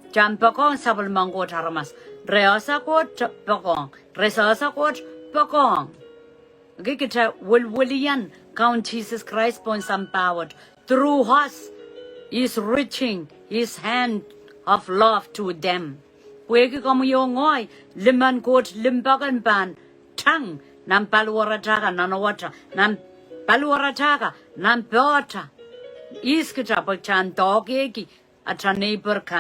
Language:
Pohnpeian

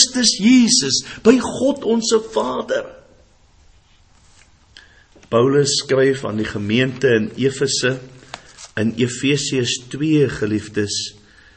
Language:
Afrikaans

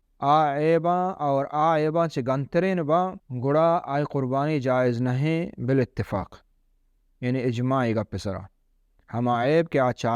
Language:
Baluchi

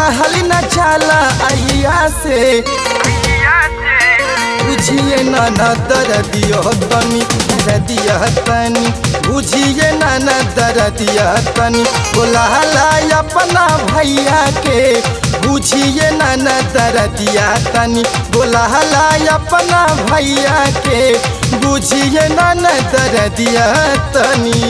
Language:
Bhojpuri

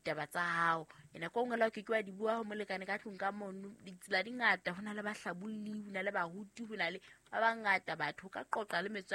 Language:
Southern Sotho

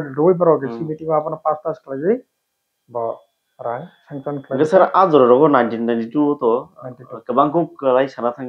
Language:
Kok Borok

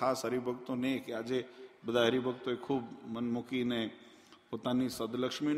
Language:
Gujarati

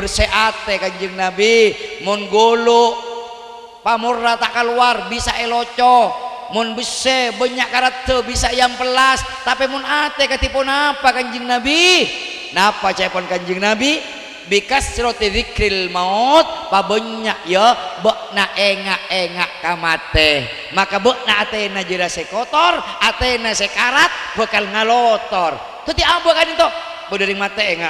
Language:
Madurese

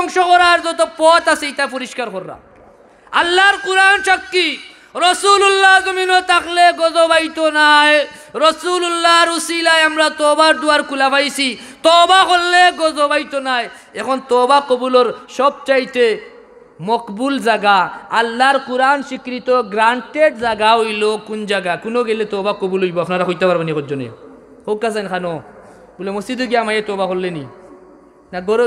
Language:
Sylheti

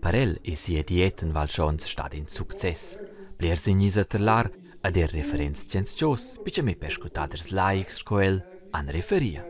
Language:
Romansh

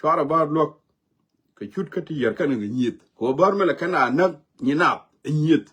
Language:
Nuer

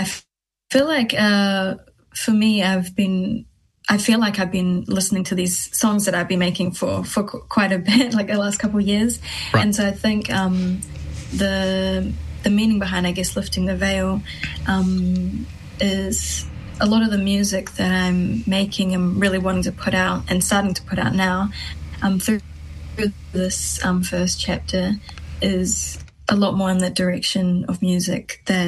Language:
English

